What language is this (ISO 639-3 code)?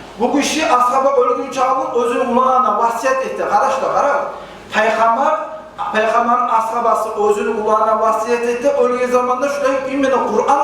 kum